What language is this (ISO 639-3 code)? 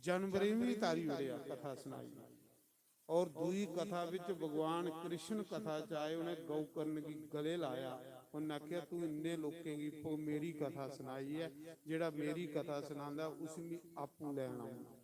doi